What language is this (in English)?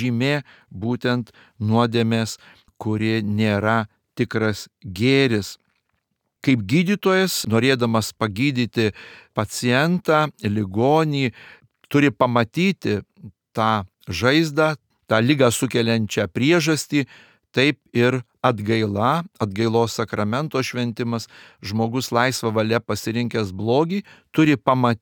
Lithuanian